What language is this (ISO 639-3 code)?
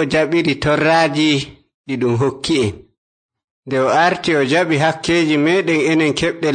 fuv